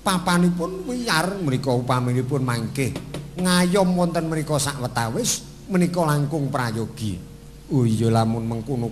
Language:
Javanese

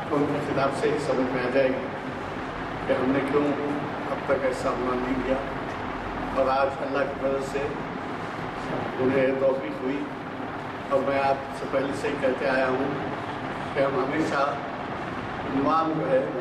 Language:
Urdu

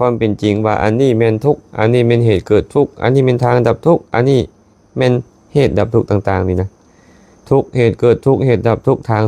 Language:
Lao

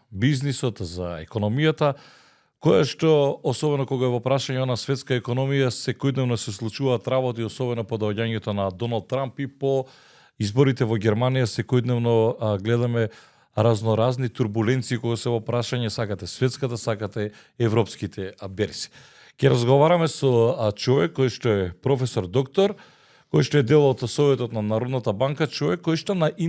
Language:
Macedonian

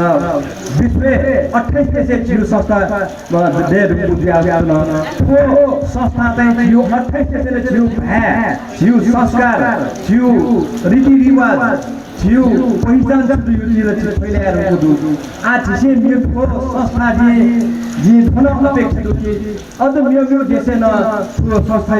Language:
Newari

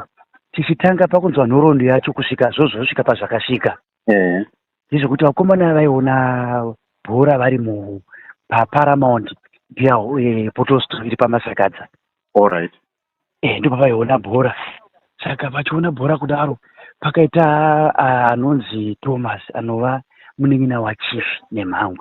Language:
Shona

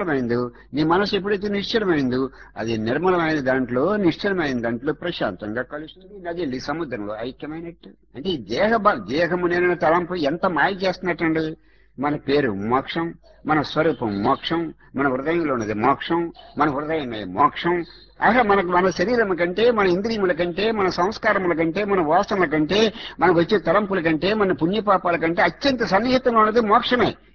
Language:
Telugu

